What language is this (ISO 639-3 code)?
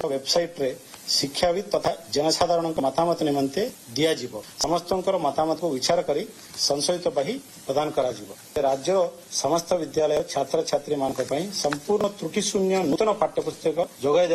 ori